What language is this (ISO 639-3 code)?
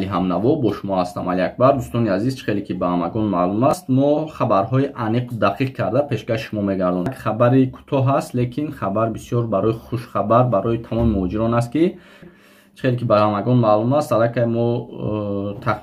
tgk